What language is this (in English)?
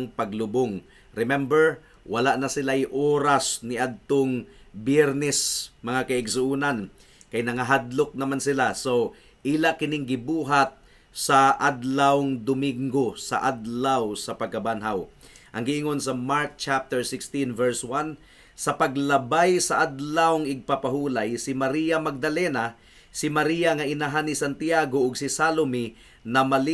Cebuano